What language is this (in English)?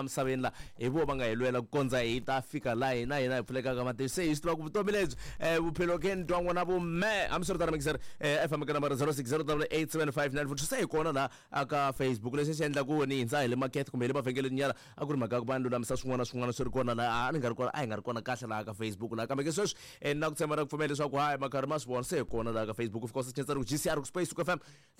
Tsonga